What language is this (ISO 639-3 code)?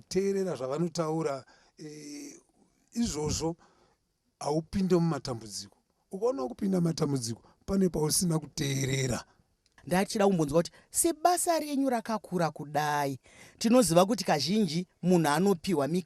sna